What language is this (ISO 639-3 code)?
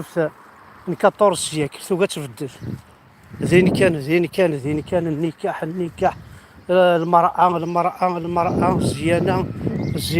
kab